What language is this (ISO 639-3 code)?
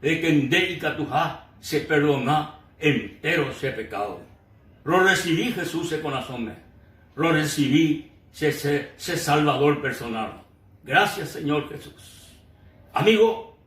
grn